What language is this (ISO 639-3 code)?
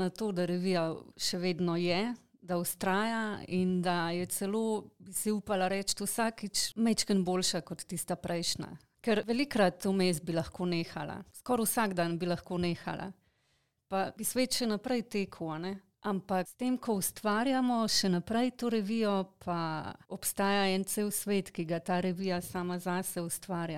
slv